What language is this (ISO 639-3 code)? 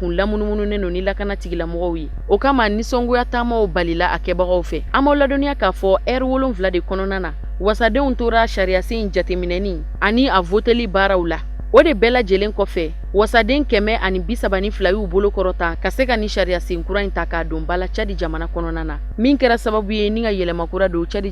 bam